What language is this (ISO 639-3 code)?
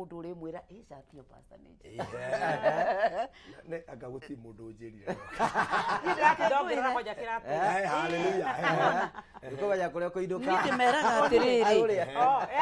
kik